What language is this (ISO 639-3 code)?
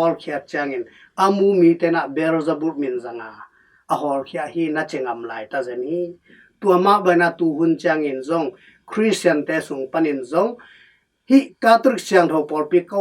ctd